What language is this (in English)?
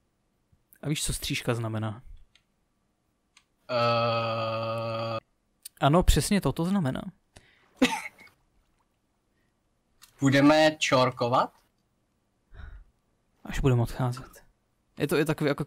Czech